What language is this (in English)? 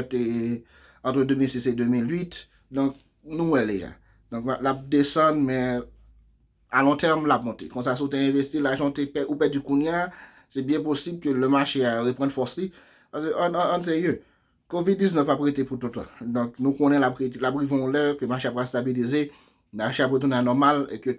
Haitian Creole